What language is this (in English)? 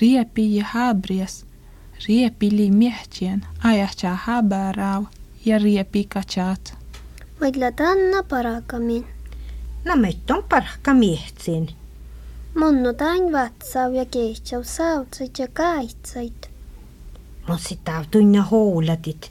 Finnish